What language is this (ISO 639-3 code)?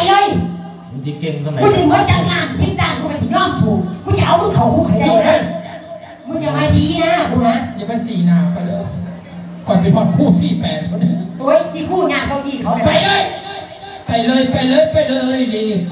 tha